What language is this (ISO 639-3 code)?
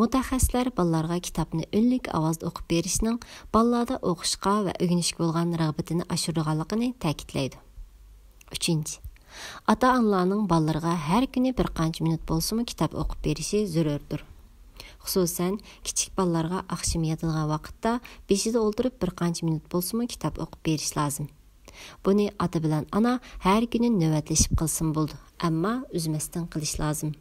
uig